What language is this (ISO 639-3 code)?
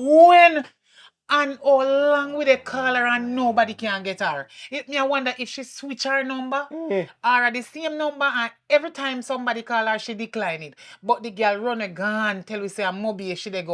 jam